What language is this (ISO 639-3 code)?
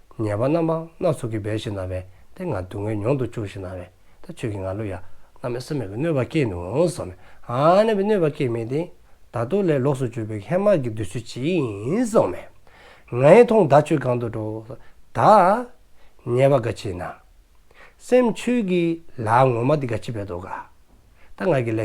dzo